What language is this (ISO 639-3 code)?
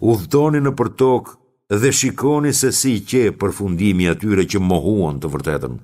sqi